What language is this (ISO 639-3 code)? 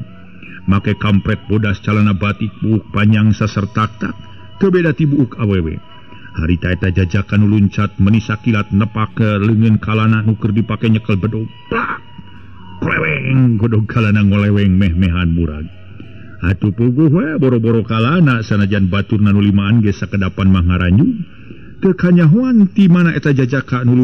sun